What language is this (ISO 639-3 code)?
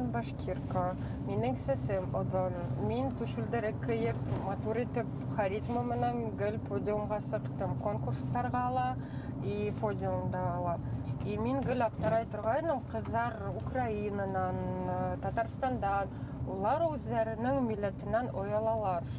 bak